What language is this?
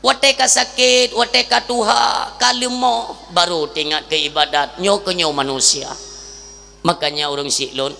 Achinese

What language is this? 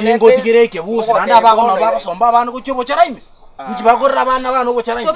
Gusii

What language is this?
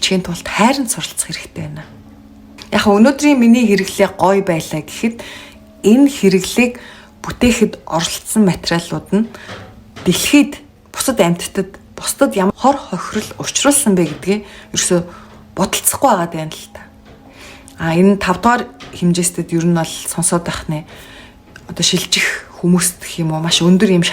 Mongolian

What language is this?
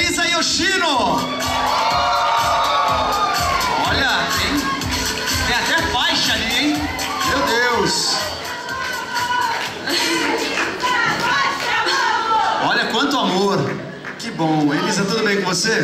Portuguese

